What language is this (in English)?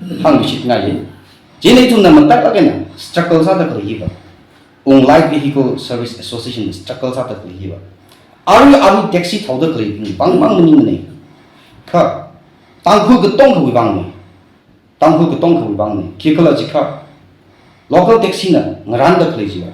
Tangkhul Naga (India)